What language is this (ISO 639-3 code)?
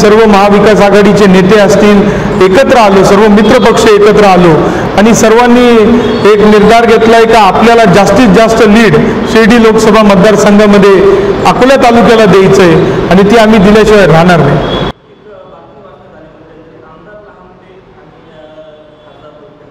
mar